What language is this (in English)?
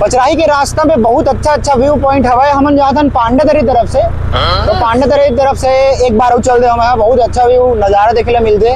Chhattisgarhi